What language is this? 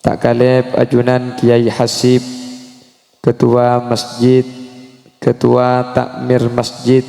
Madurese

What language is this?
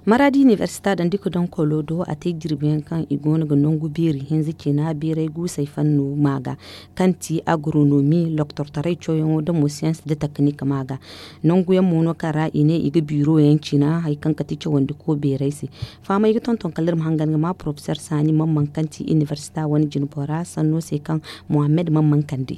Zarma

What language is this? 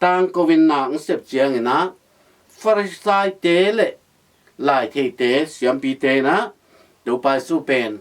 Tedim Chin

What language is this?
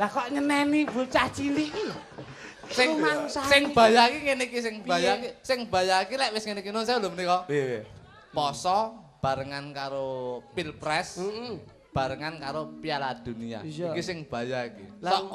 Javanese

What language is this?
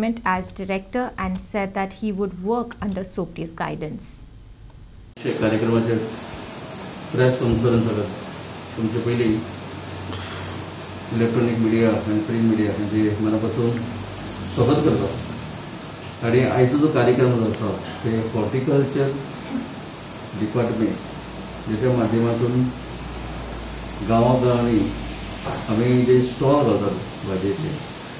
Konkani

